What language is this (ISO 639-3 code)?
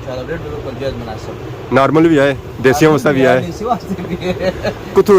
phr